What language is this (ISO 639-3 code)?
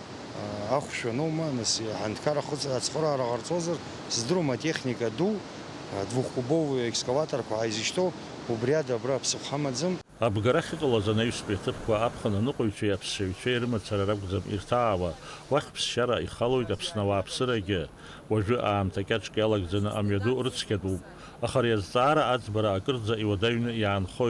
abk